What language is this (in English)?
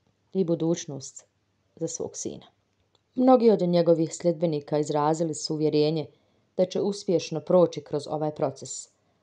Bosnian